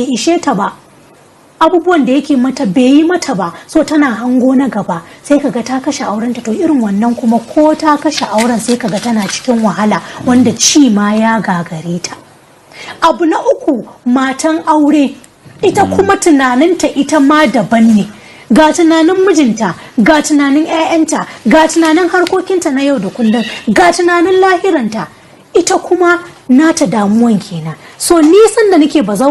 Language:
Hausa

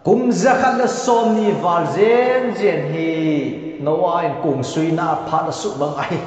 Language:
Thado Chin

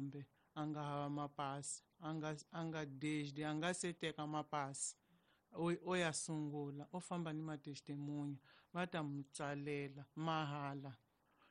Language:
Tsonga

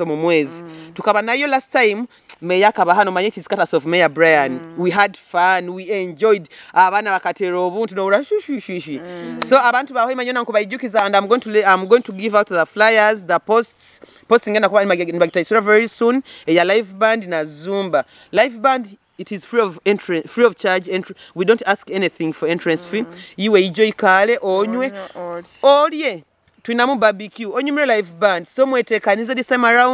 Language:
Nyoro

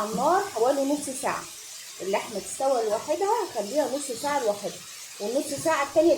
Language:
Egyptian Arabic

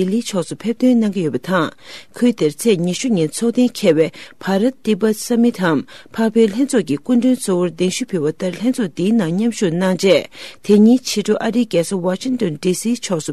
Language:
Tibetan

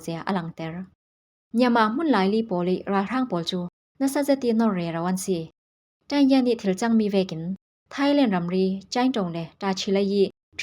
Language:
Falam Chin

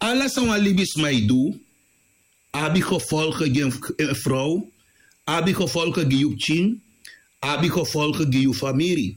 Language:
Sranan Tongo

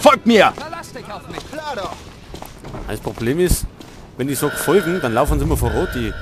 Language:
Bavarian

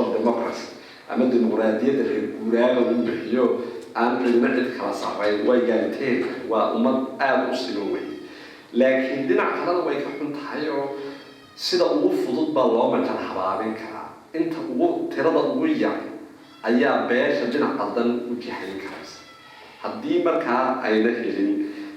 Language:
Somali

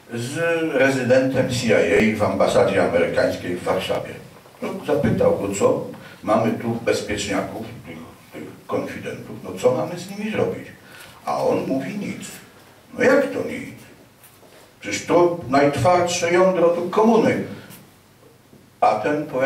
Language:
Polish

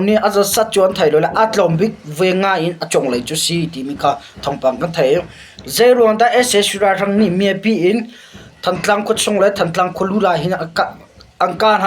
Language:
Hakha Chin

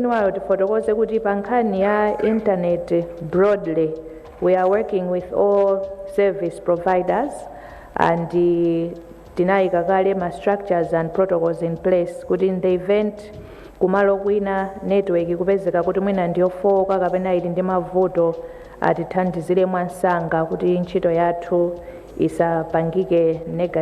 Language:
Nyanja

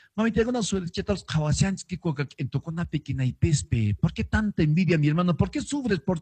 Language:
Quechua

